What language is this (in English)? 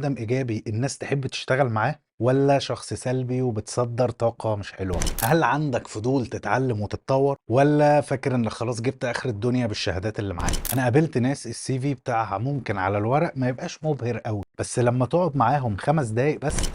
Egyptian Arabic